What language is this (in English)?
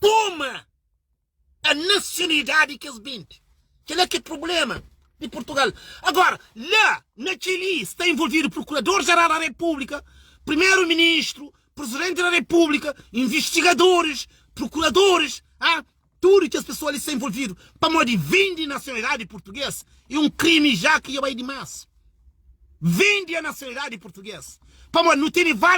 Kabuverdianu